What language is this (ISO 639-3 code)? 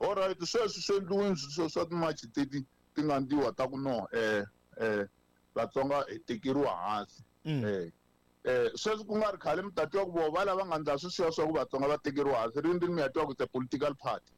tso